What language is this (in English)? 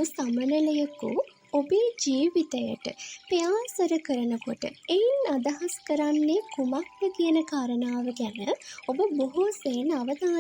Sinhala